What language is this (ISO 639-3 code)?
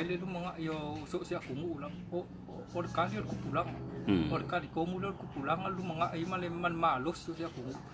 smo